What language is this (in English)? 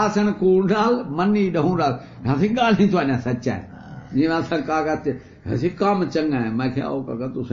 Saraiki